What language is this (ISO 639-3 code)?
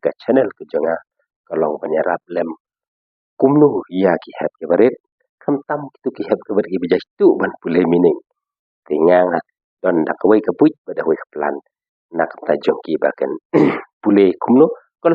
kha